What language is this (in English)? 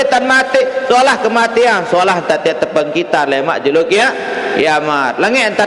Sasak